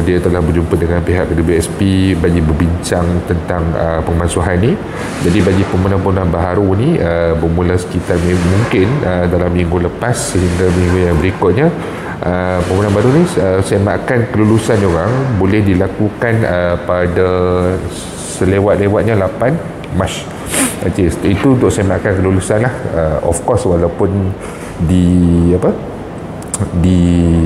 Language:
Malay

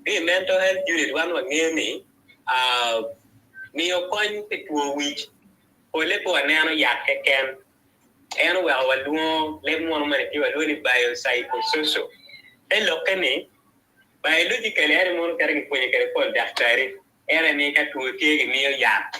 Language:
Acoli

